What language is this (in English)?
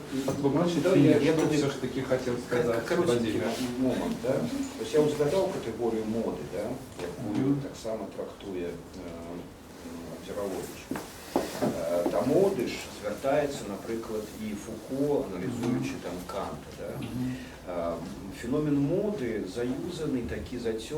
Belarusian